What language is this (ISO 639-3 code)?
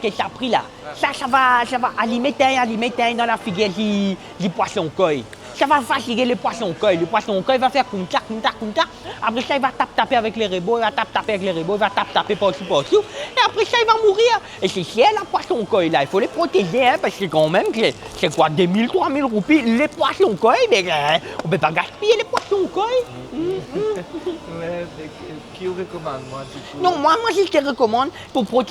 mfe